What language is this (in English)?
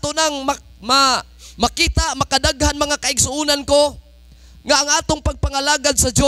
Cebuano